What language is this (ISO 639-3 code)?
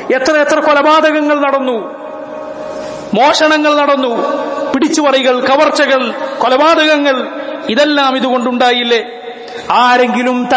mal